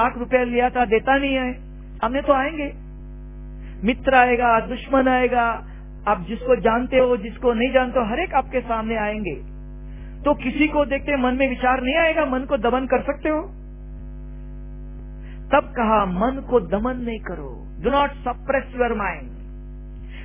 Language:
Hindi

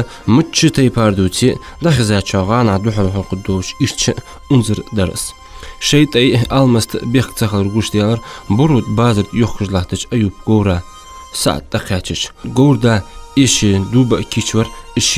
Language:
Ingush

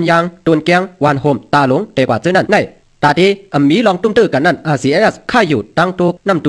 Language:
Shan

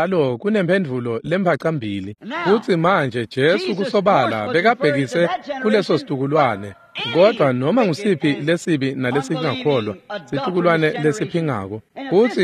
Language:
Swati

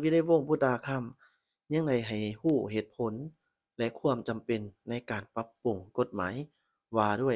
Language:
Lao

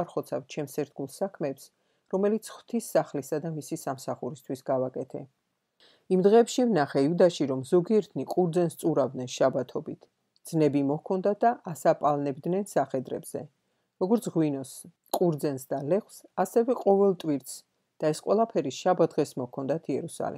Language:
Georgian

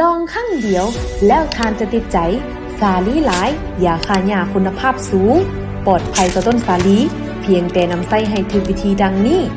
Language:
Lao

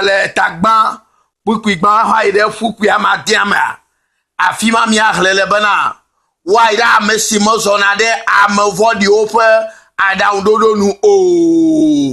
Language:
Ewe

